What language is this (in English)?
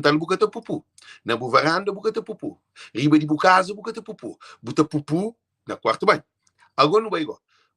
Kabuverdianu